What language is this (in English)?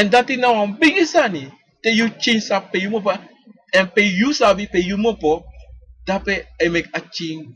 Sranan Tongo